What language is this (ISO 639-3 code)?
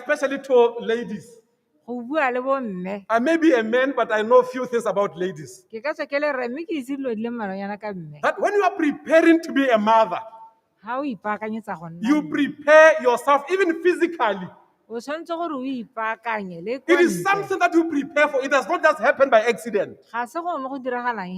tsn